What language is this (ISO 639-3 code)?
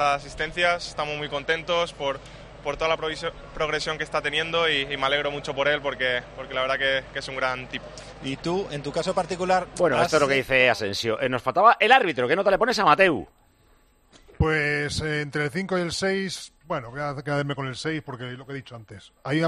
spa